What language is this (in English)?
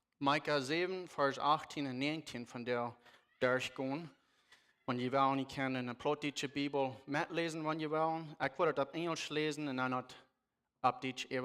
Plautdietsch